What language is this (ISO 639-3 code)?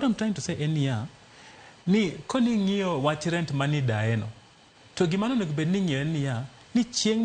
luo